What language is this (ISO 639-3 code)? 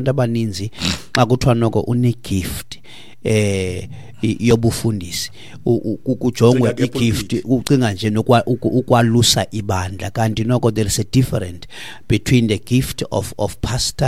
xho